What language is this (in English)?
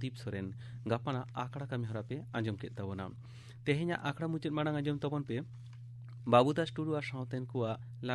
Santali